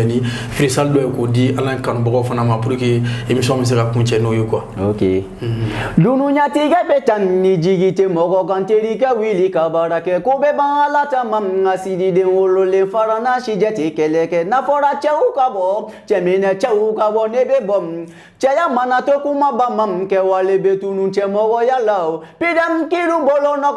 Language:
Bambara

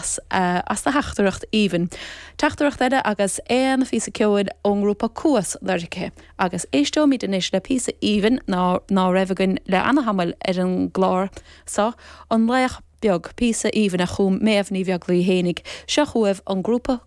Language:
Irish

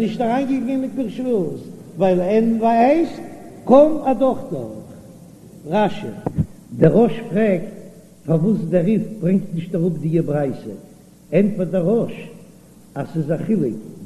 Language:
Yiddish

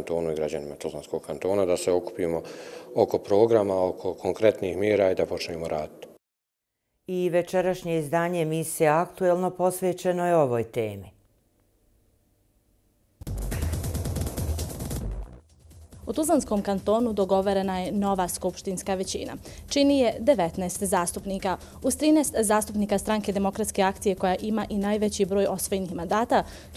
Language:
Bosnian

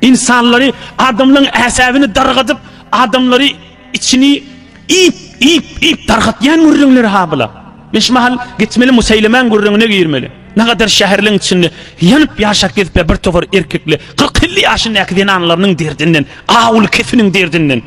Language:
Turkmen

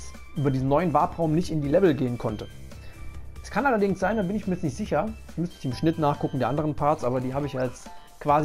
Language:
German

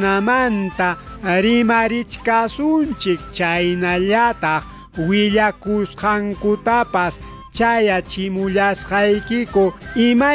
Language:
Ayacucho Quechua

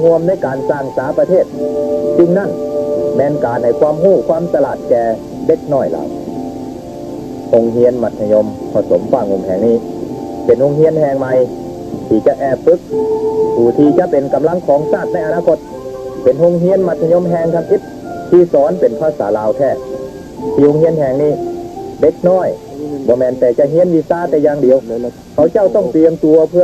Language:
Lao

